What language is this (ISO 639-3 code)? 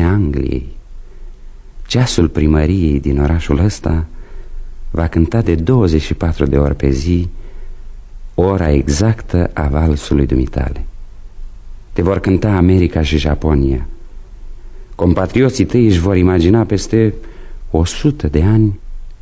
ron